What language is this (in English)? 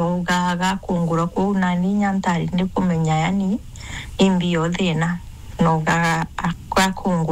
Meru